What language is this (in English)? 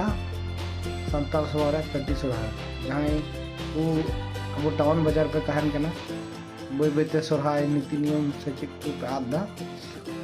Santali